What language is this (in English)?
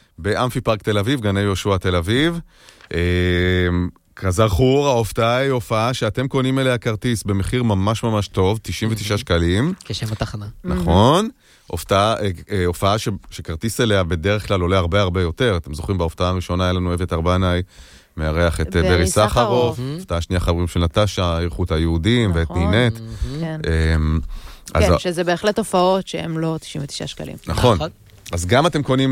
Hebrew